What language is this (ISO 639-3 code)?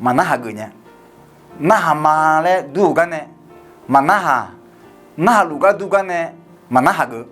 ahk